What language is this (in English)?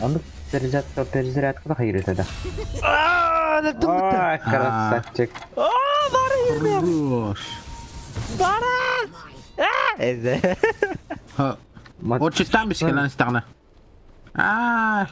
Yakut